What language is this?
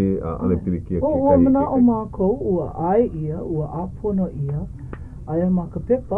Hawaiian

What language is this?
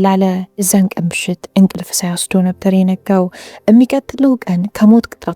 Amharic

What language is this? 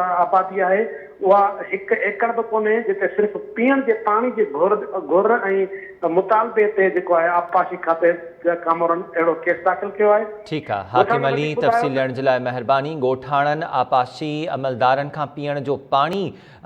Sindhi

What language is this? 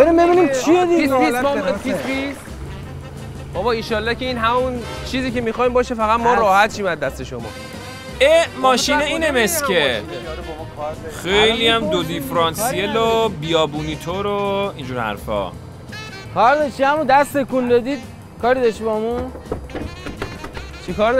Persian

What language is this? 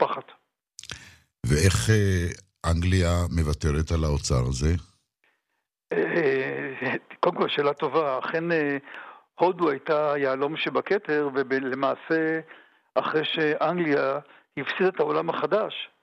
Hebrew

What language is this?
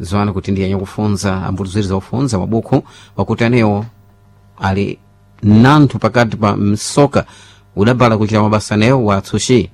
Sena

